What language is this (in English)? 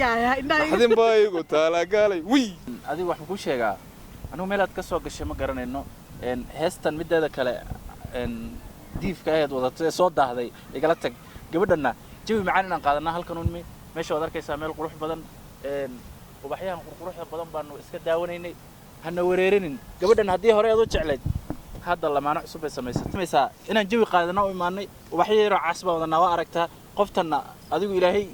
Somali